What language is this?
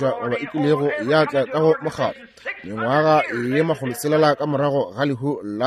Northern Sotho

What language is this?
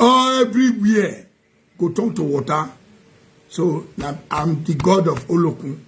Nigerian Pidgin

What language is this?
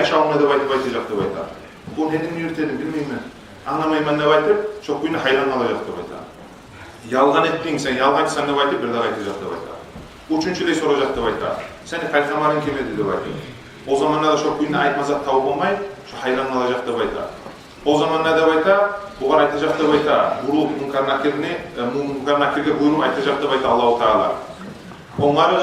Kumyk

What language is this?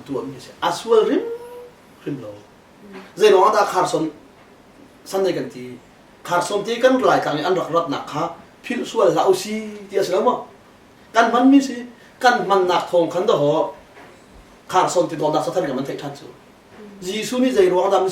Hakha Chin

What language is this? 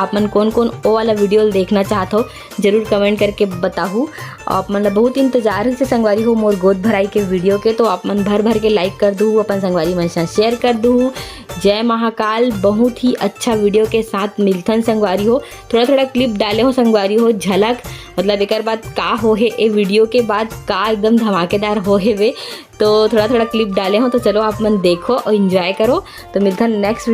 Chhattisgarhi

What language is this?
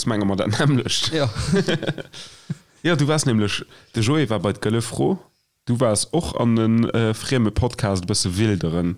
Luxembourgish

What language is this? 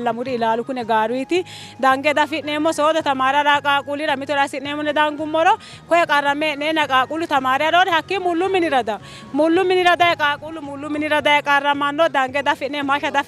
Sidamo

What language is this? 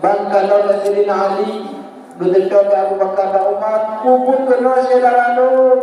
Achinese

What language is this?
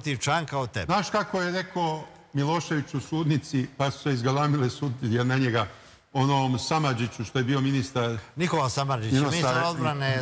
Serbian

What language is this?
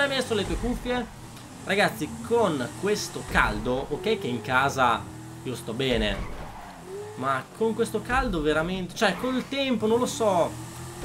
Italian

